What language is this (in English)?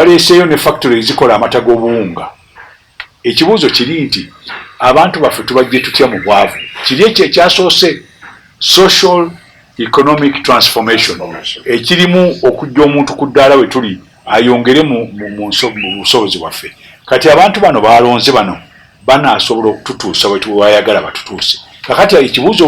Ganda